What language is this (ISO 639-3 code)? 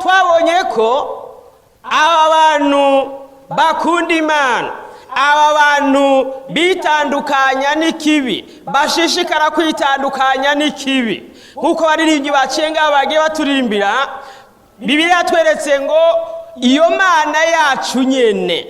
run